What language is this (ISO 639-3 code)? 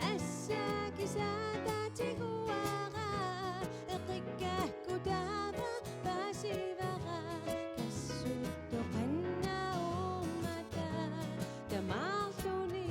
kal